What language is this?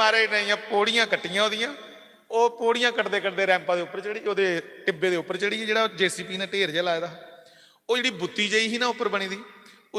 Dogri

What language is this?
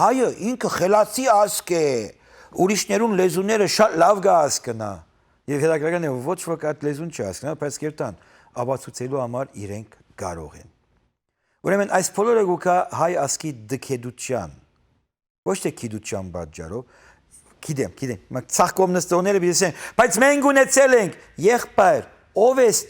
Western Armenian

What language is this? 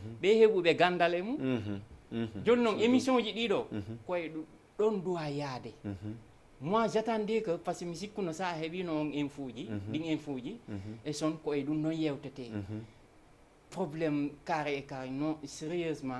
Fula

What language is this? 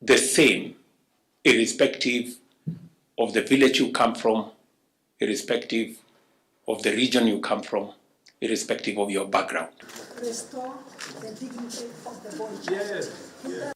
Kamba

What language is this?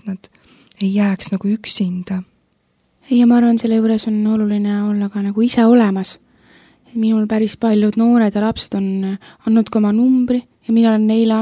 Estonian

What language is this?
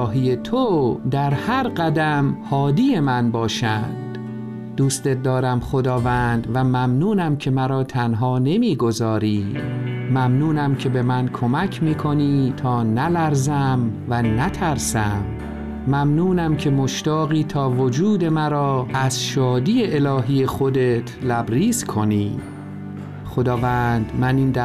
Persian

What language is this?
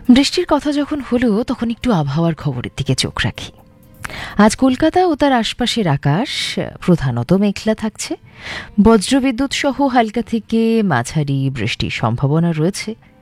Bangla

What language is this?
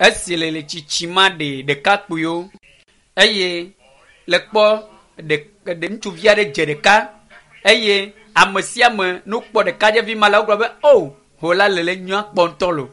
Ewe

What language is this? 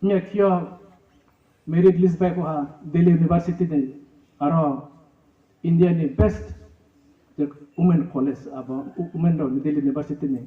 Riang (India)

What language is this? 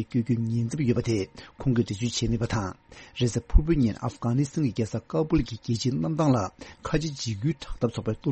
Tibetan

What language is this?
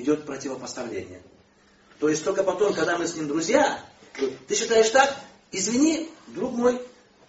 Russian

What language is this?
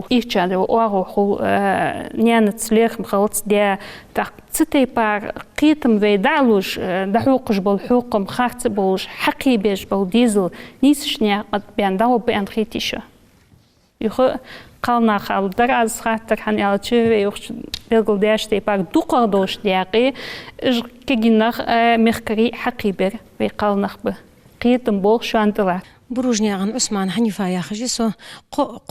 Ingush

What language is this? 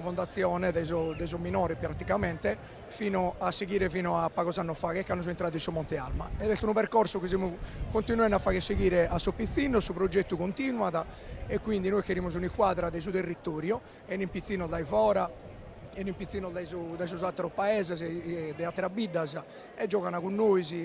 Sardinian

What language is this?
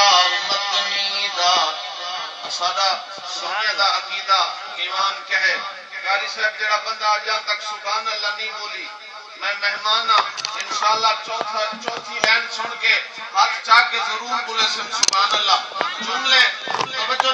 Saraiki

